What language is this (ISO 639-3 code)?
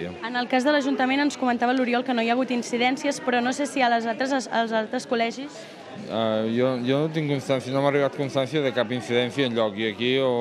cat